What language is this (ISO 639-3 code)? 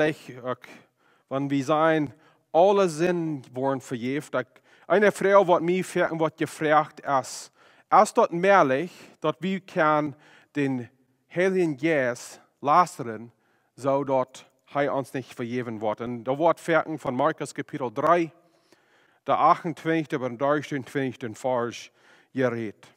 pdt